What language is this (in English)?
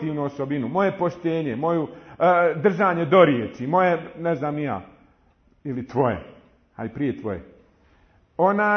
Bosnian